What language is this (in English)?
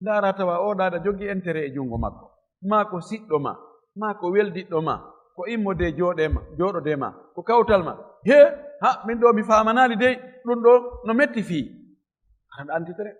Fula